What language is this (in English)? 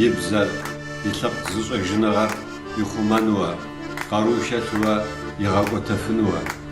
Kabardian